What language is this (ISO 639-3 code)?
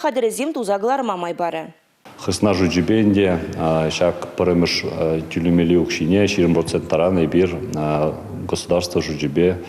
chv